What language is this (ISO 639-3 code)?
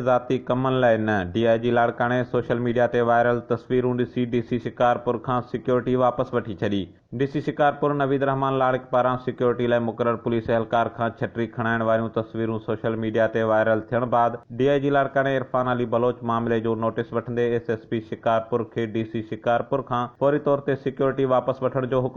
snd